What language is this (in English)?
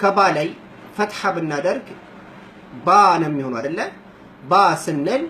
Amharic